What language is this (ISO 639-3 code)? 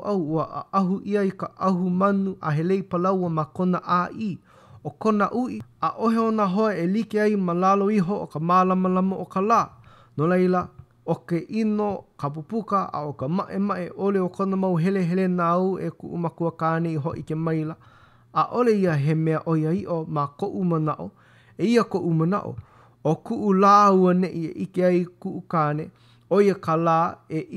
haw